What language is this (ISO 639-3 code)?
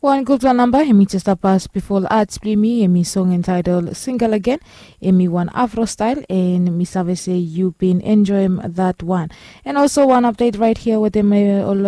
bis